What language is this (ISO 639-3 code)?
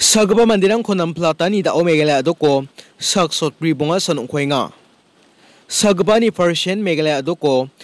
grt